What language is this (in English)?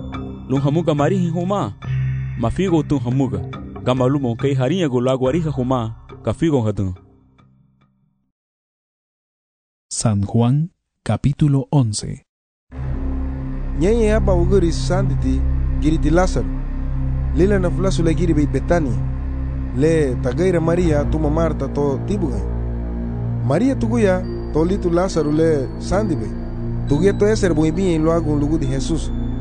Garifuna